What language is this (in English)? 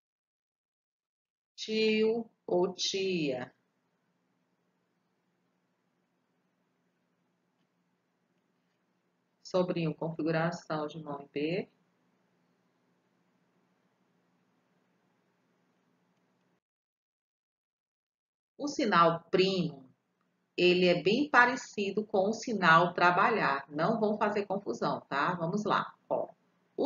Portuguese